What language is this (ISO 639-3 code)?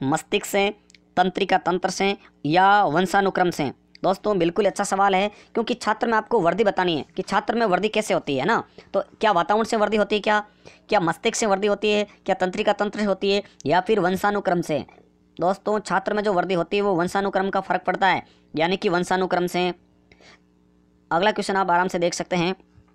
hin